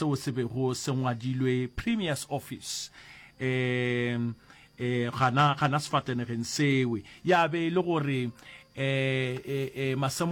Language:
Northern Sotho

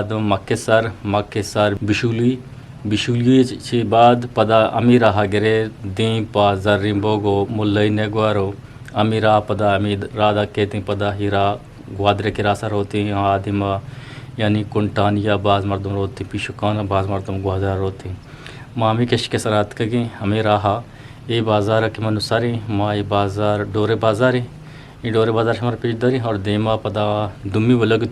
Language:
Eastern Balochi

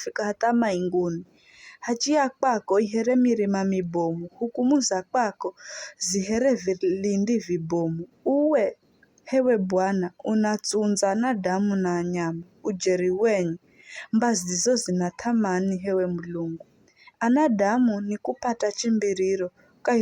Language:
Giryama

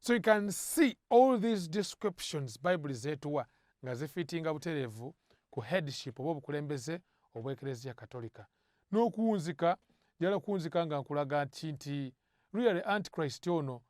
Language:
Ganda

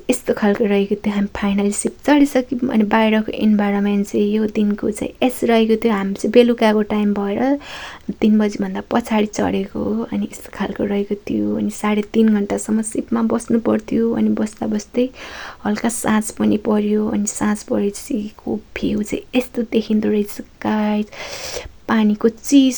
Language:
Nepali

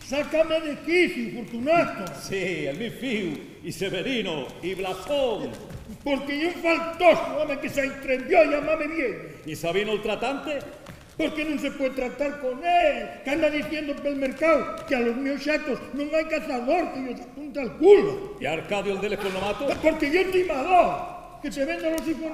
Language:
Asturian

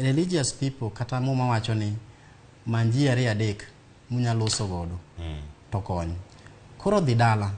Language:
Luo (Kenya and Tanzania)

